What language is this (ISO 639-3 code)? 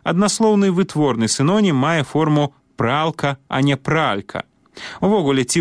bel